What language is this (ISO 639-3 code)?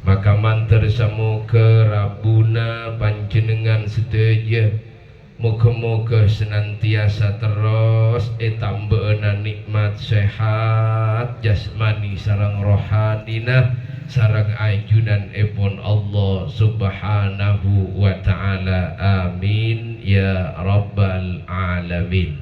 mad